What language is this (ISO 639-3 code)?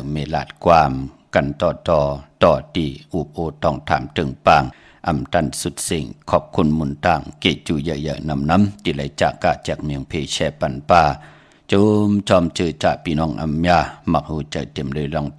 shn